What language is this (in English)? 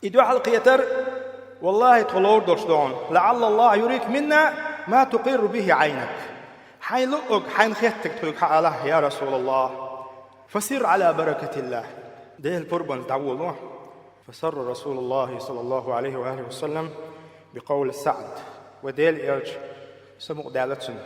Chechen